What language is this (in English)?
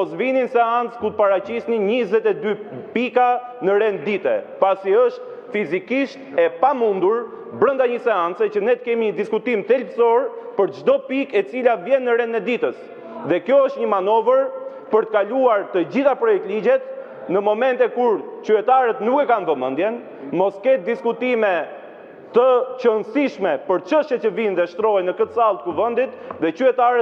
Albanian